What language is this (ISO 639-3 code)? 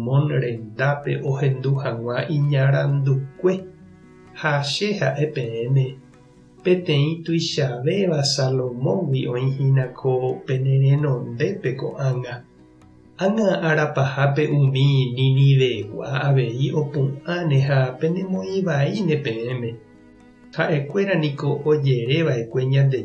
grn